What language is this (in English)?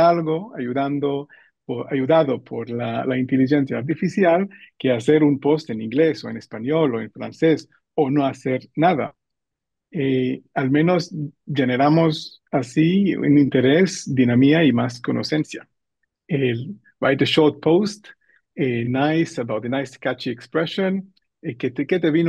Ladino